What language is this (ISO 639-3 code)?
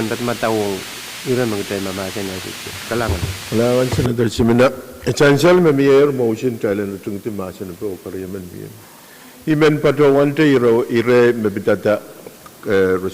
pon